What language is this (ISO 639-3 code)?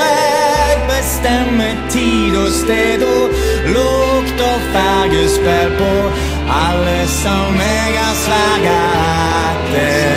nor